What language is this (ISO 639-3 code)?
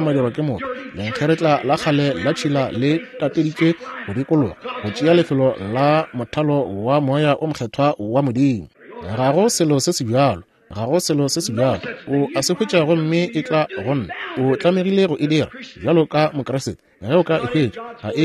nso